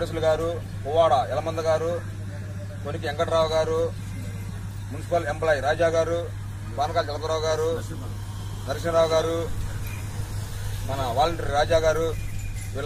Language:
Telugu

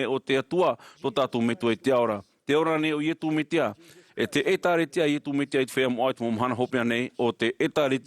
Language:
Tahitian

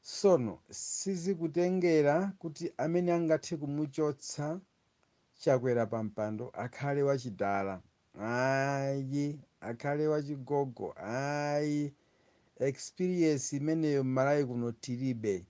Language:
Nyanja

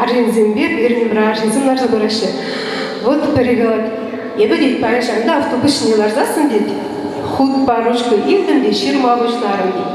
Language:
Chuvash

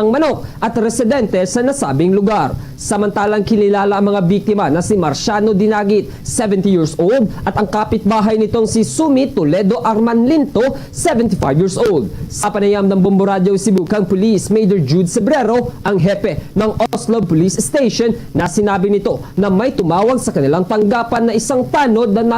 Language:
Hiligaynon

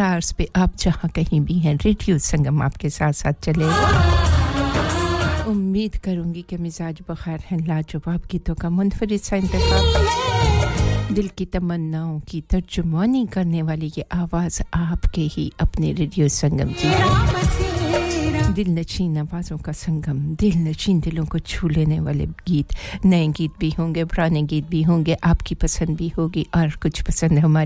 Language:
Urdu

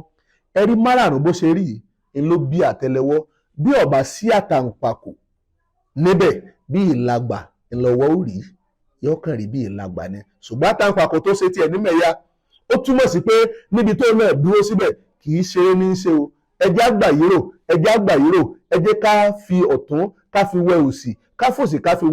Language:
Yoruba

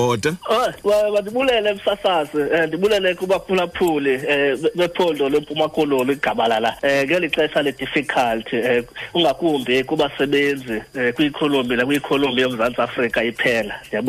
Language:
Xhosa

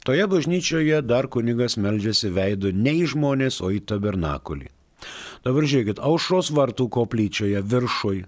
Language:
Lithuanian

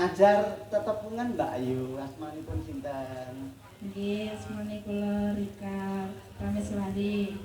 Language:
Javanese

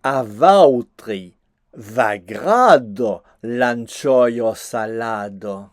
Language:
Occitan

